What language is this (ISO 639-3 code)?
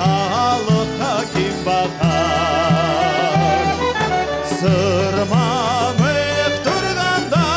crh